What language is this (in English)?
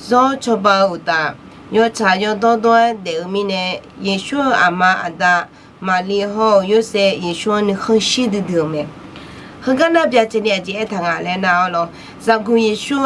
Akha